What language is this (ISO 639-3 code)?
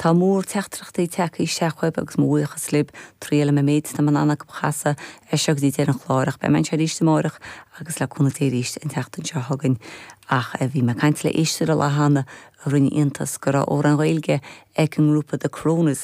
gle